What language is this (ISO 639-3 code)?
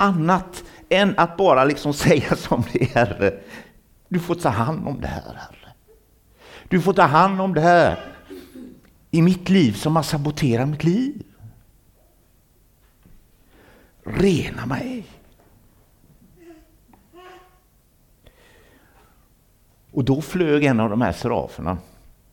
swe